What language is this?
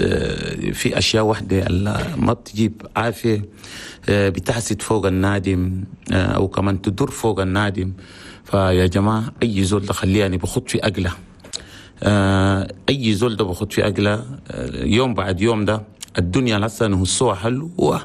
Chadian Arabic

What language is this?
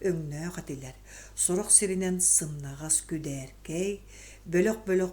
Yakut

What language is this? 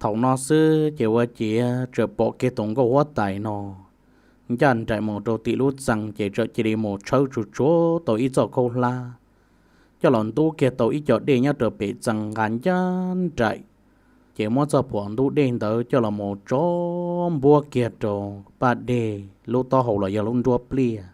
Hmong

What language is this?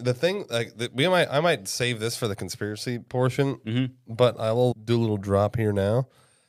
English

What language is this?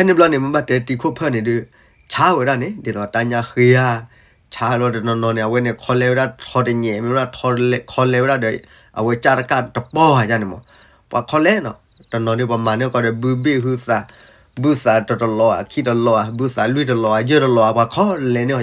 S'gaw Karen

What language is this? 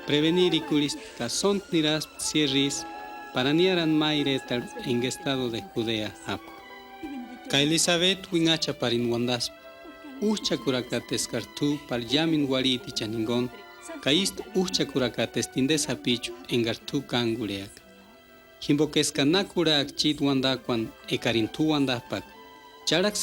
Purepecha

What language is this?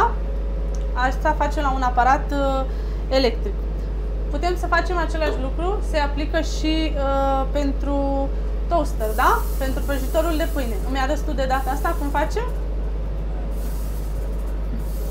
Romanian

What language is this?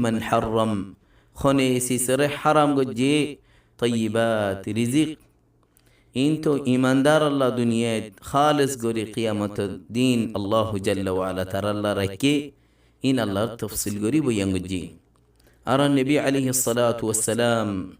Rohingya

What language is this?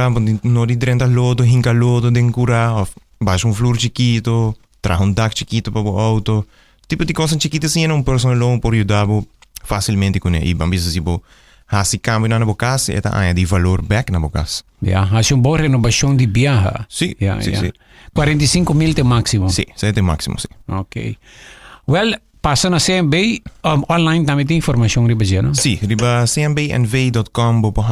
Papiamento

